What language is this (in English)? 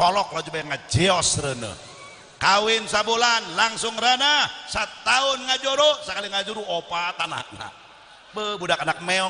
Sundanese